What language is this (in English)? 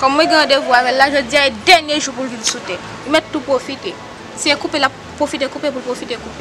Haitian Creole